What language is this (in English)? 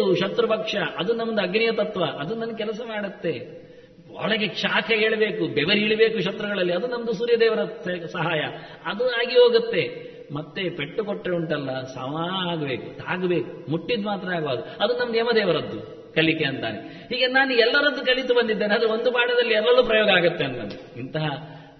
Kannada